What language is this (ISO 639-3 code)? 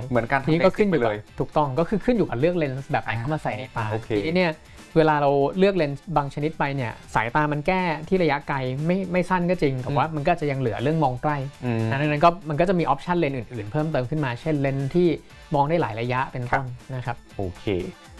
tha